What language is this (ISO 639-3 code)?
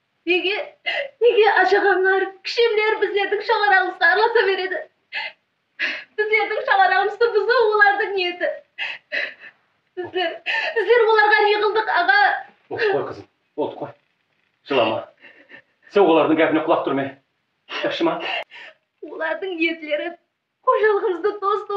kaz